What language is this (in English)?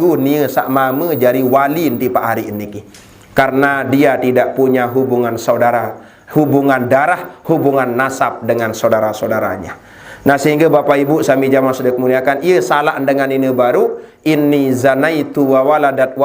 Sasak